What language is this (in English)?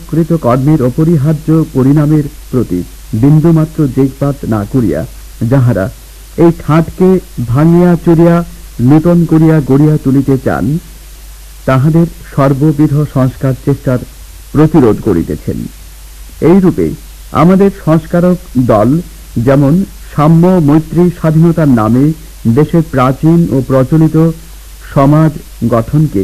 Bangla